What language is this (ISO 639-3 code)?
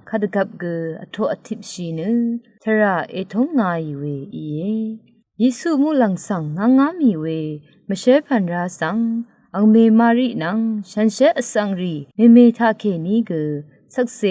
raw